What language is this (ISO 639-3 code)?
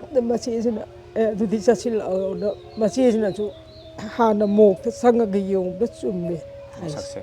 mni